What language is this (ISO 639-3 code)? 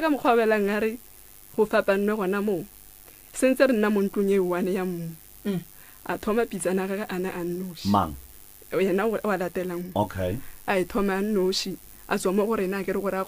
nso